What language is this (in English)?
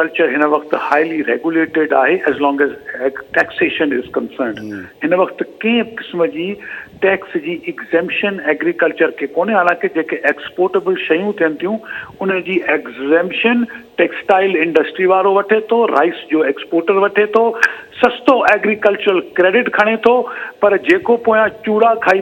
Sindhi